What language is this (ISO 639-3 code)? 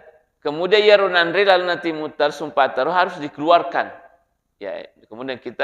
bug